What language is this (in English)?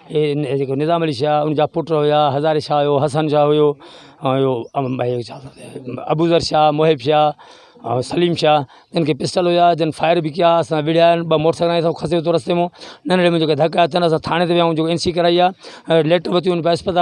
Sindhi